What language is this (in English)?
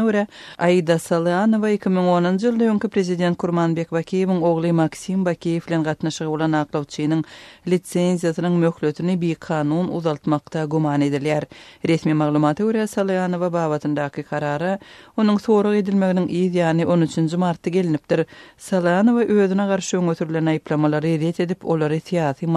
Turkmen